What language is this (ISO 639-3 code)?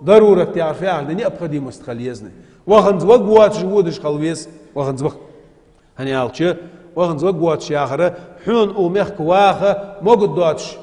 inh